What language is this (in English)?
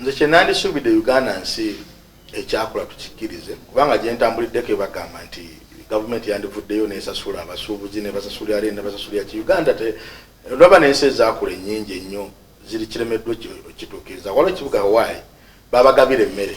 Ganda